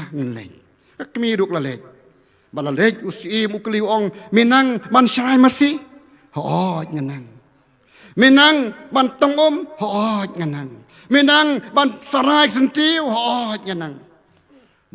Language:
Khasi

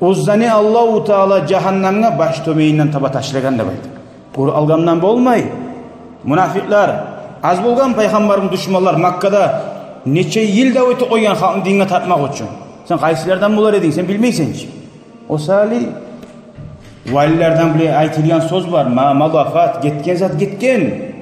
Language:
Kumyk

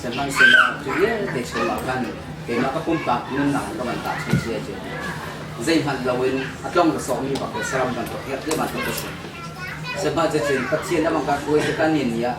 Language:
Hakha Chin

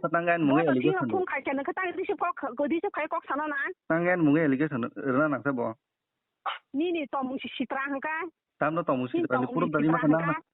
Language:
Kok Borok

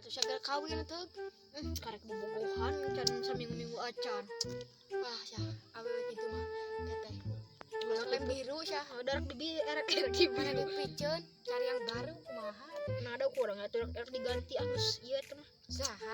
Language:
Sundanese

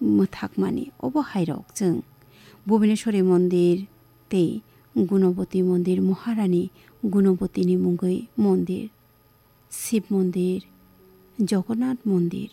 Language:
Kok Borok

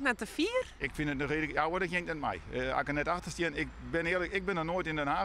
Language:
Western Frisian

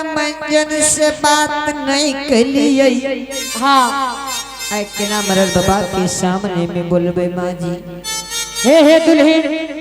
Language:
Angika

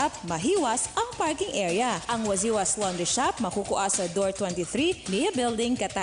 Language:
Bikol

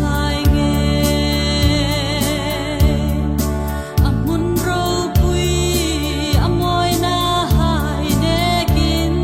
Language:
Hmar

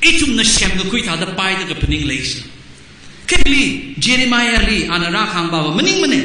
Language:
Tangkhul Naga (India)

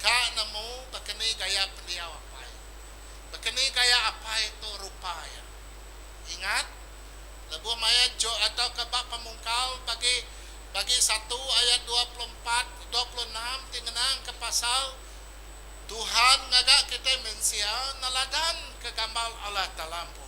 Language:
Iban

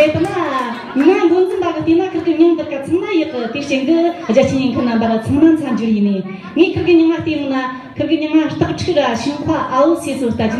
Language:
Tibetan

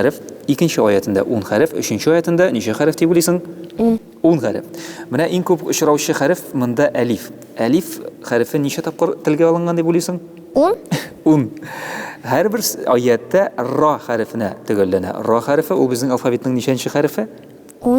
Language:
Tatar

